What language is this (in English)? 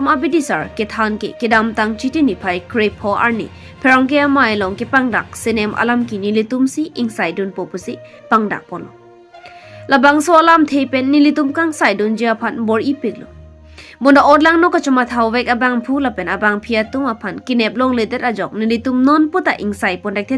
Karbi